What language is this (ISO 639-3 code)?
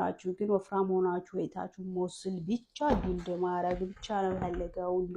amh